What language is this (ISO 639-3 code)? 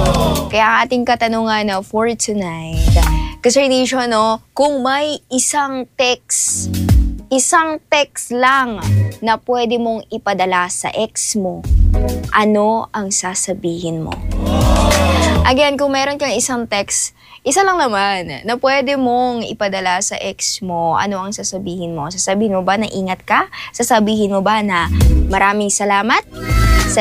fil